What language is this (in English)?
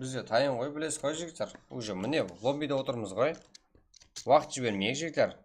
Kara-Kalpak